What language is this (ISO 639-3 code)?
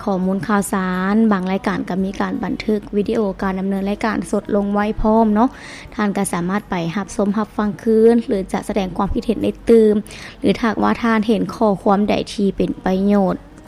lao